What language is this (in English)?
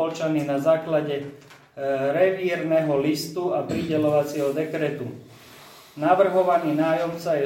Slovak